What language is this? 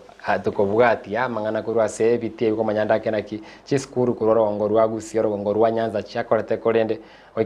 Gusii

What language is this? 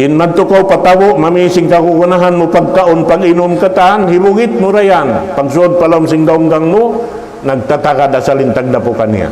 Tausug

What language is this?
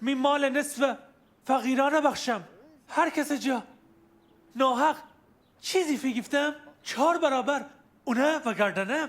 Gilaki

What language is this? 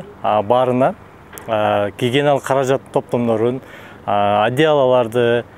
Kyrgyz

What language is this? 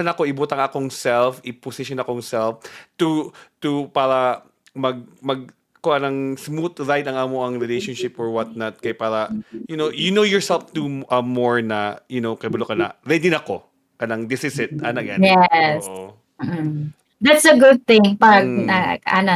Cebuano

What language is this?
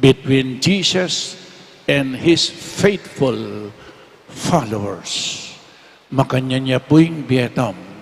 Pampanga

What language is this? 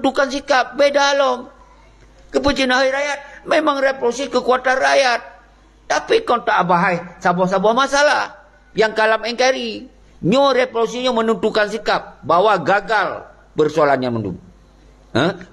Achinese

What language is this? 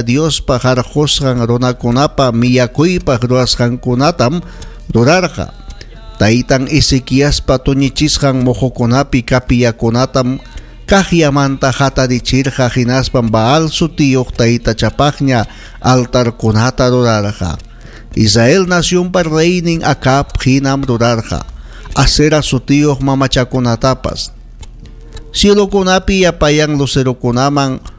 Ayacucho Quechua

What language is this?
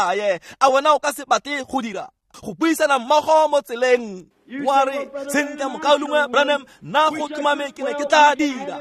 Tswana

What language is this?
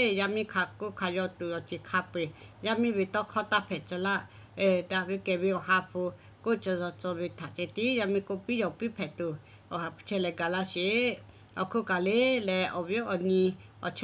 Lahu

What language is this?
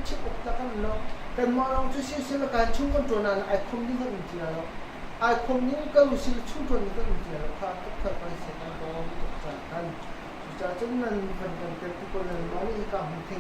Hakha Chin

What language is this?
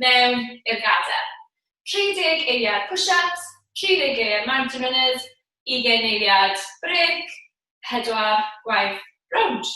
Welsh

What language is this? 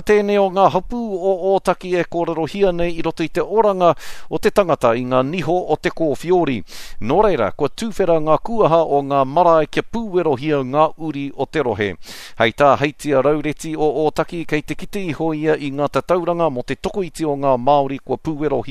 Māori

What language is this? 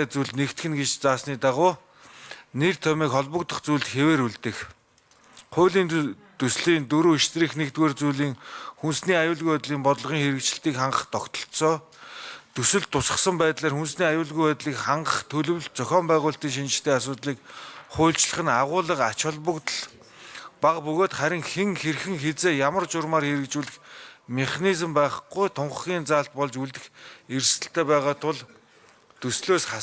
Mongolian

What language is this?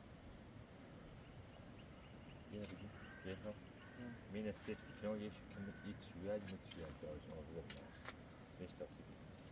Persian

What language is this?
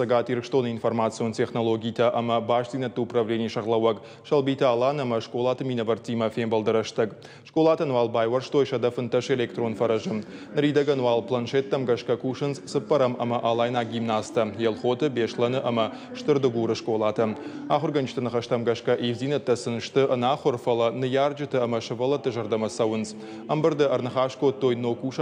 Ossetic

